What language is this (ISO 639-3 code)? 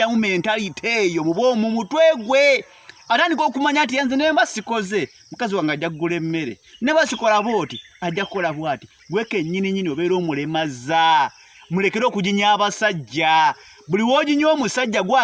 lug